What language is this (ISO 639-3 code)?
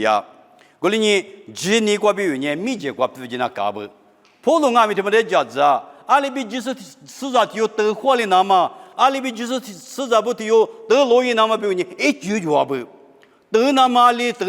lis